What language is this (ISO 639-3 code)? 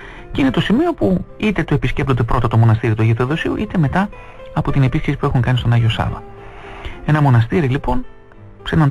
ell